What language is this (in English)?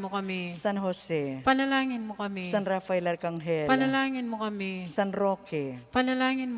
Pampanga